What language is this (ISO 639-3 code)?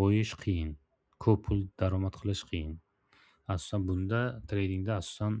uzb